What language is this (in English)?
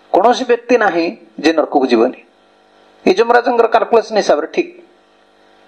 Odia